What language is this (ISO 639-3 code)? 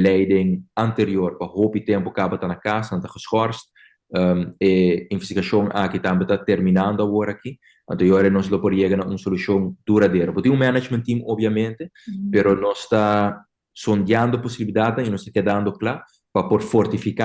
pap